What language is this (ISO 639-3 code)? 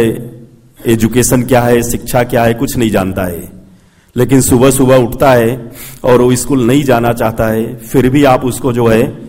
hin